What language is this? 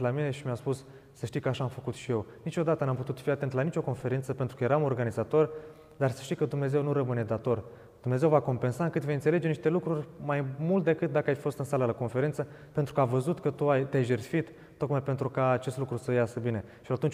Romanian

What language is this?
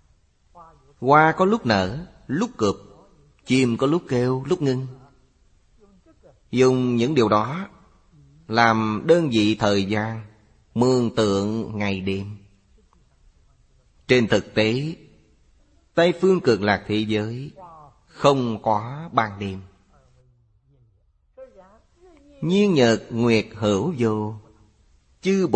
Vietnamese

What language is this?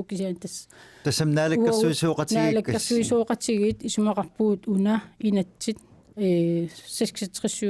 Kalaallisut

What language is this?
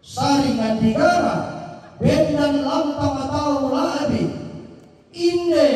Toraja-Sa'dan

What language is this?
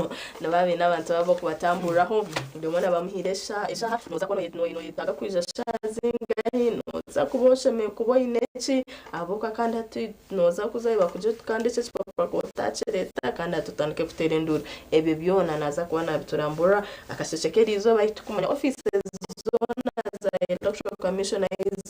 Nyankole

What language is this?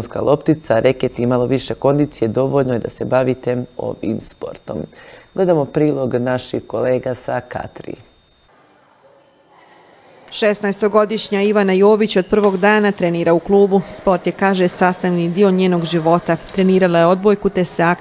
Bosnian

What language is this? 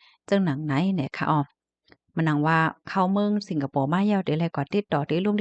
Shan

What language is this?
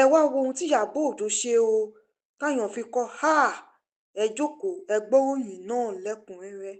Yoruba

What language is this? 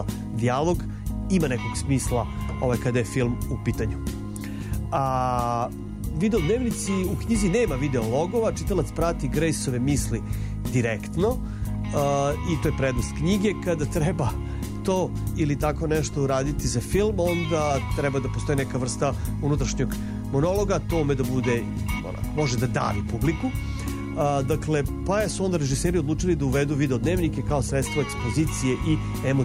Serbian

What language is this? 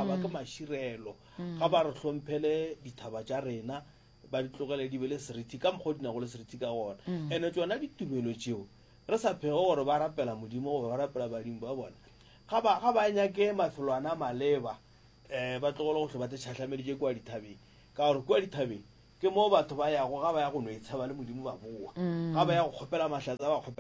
Northern Sotho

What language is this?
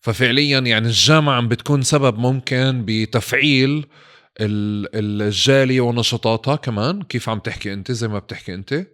North Levantine Arabic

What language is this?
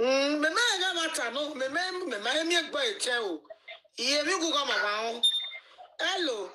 Nigerian Pidgin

